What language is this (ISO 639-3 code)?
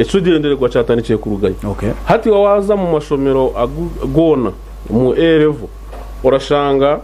nyn